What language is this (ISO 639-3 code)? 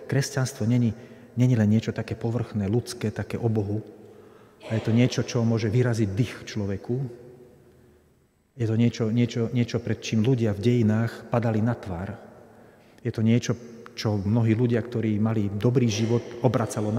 slk